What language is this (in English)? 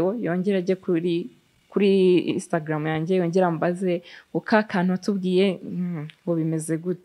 Kinyarwanda